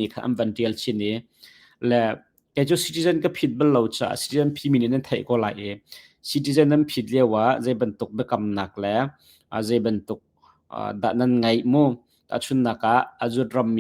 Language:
Hakha Chin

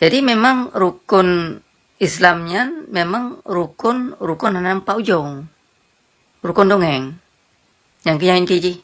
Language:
Achinese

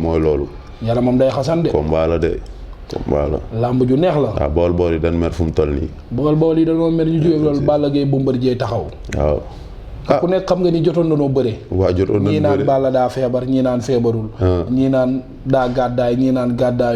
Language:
Wolof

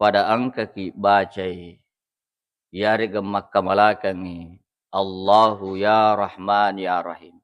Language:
Buginese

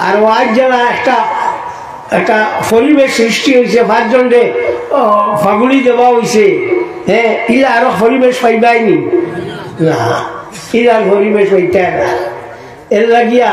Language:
Sylheti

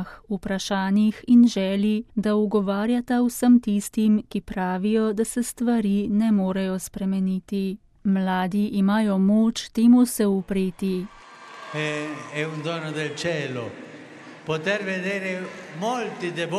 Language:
Slovenian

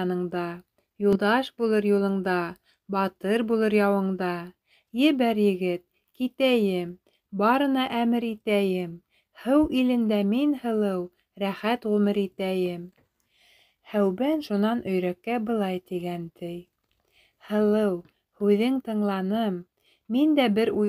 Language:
Bashkir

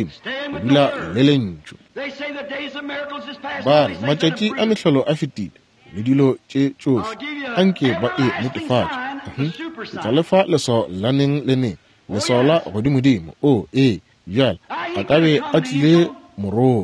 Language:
Northern Sotho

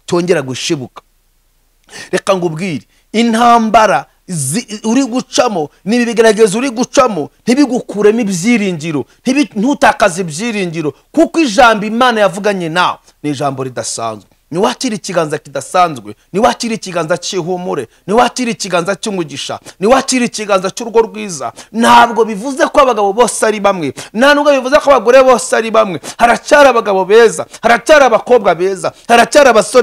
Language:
Kinyarwanda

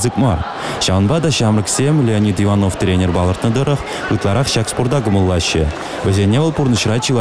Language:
Chuvash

